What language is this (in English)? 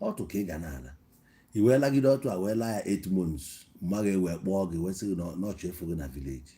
Igbo